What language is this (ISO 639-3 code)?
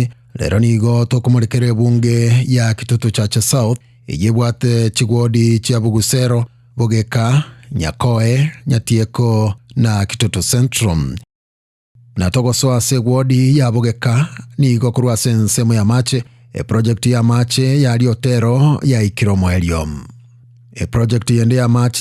guz